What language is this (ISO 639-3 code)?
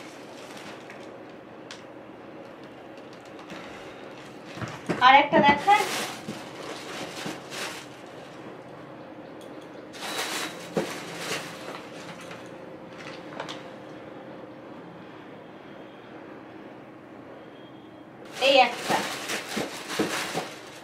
ben